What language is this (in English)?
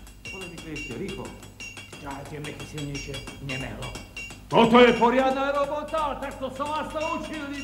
Slovak